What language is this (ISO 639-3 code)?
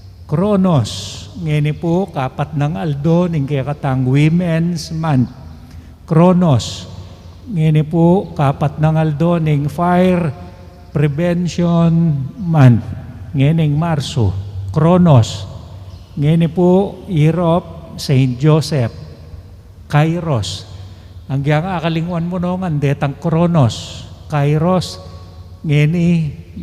pam